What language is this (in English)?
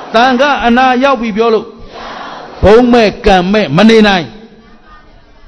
Burmese